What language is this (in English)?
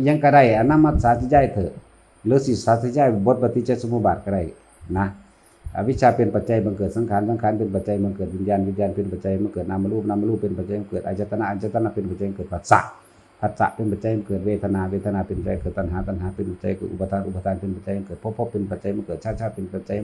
Northeastern Thai